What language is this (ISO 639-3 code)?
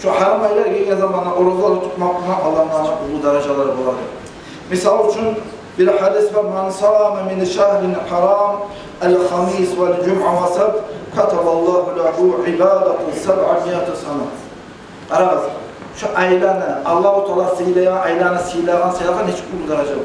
kum